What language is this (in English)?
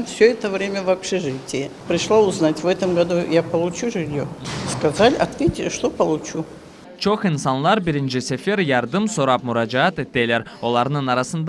Crimean Tatar